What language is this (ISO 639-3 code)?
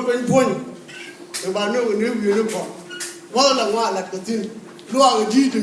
nus